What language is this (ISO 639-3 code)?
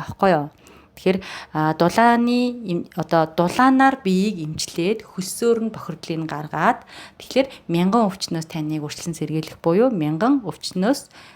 mon